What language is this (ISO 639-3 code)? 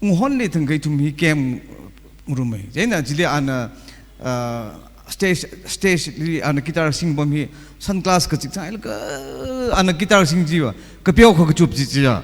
nmf